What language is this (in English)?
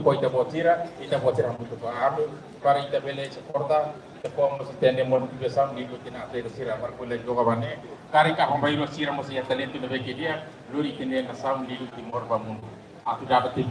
Tetum